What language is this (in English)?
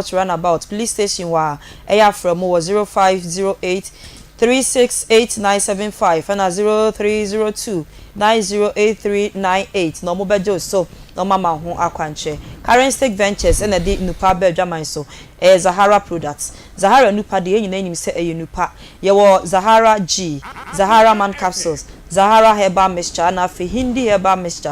Akan